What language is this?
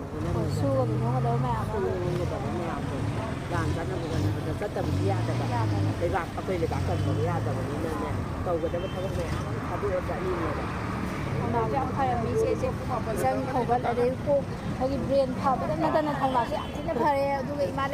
Manipuri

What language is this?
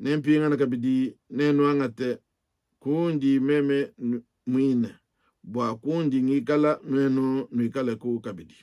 Luba-Lulua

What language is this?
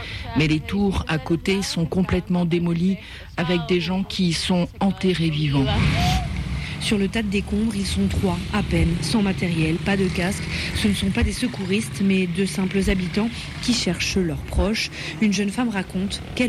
French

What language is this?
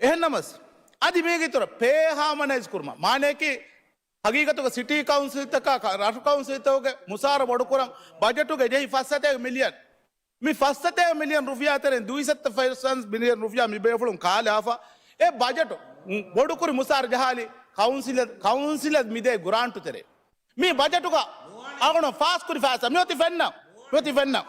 Divehi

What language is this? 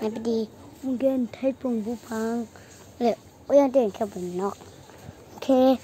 Kok Borok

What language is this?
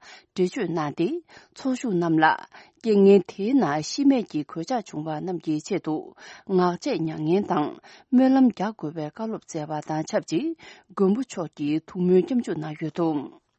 Tibetan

